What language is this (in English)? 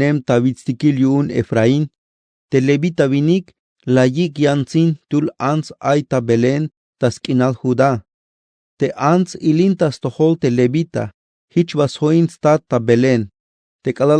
Tzeltal